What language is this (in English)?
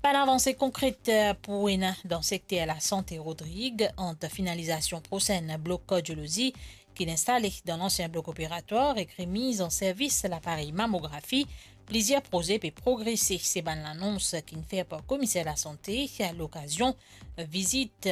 Morisyen